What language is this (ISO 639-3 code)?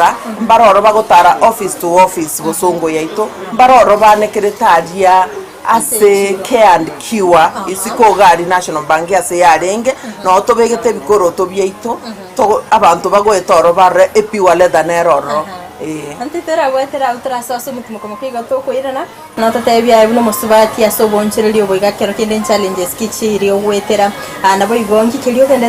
guz